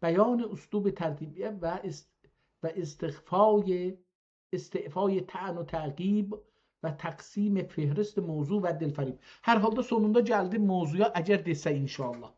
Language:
South Azerbaijani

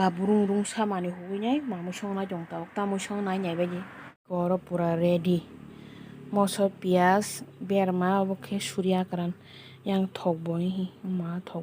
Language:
Kok Borok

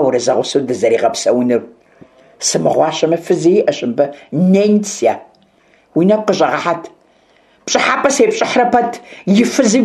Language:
Kabardian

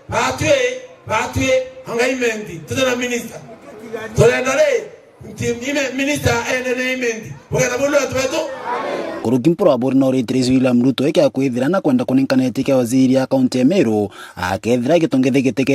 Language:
Meru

